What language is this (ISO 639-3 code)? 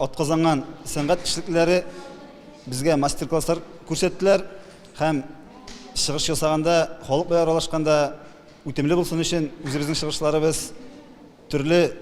tat